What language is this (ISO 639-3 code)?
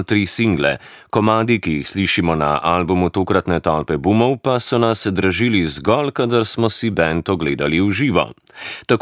slv